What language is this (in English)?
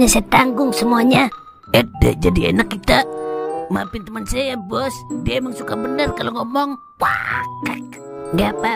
Betawi